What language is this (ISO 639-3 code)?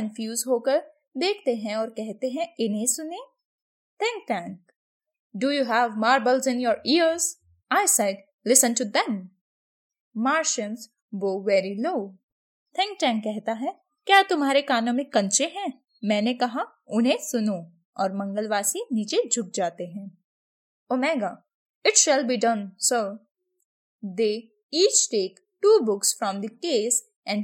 hin